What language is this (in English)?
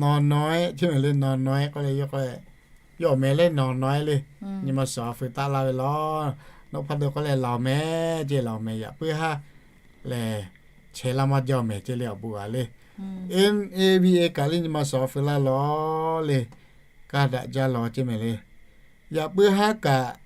Lahu